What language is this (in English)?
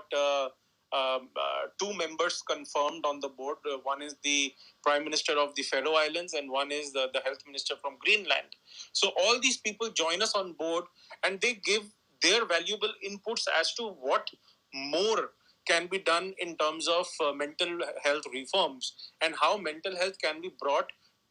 English